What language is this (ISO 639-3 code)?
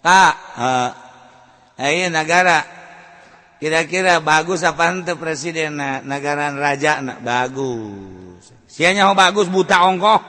sun